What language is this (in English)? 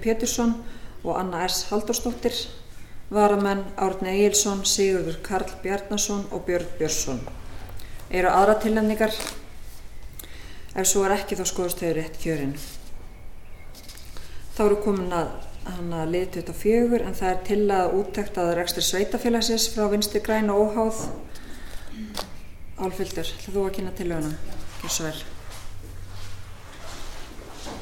Icelandic